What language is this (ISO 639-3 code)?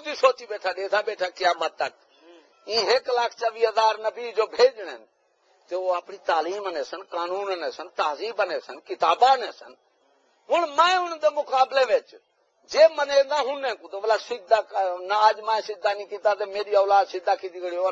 skr